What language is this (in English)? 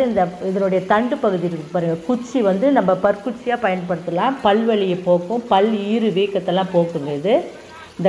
Tamil